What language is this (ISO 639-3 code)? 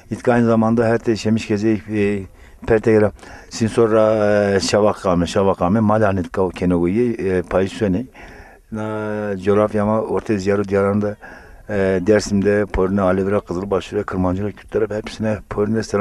zza